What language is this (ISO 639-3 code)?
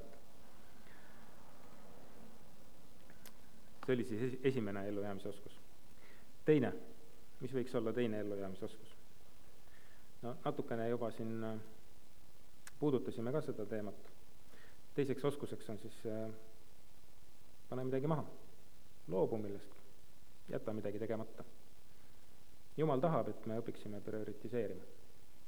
est